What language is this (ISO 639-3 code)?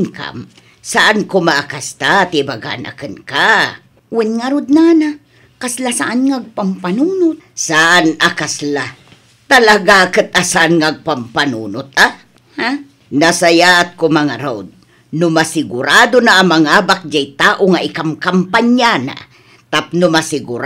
ilo